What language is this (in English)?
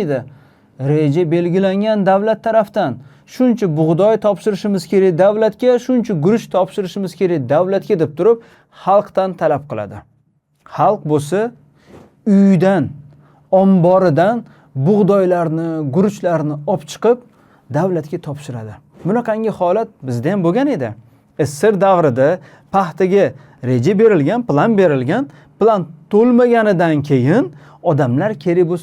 Uzbek